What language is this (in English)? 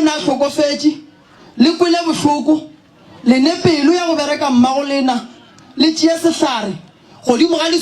Northern Sotho